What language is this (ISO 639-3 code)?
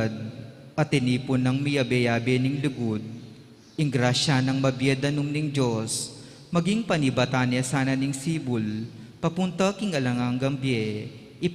pam